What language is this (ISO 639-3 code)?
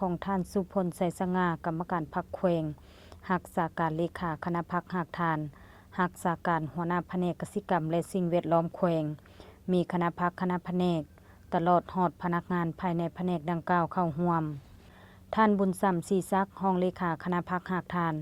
lao